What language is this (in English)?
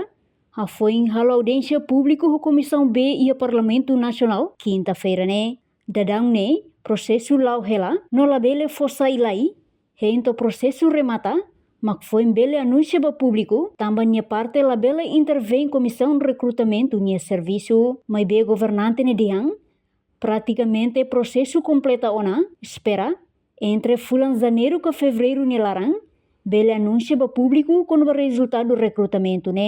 Tetum